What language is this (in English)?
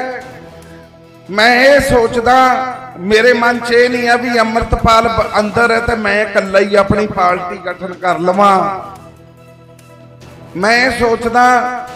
Punjabi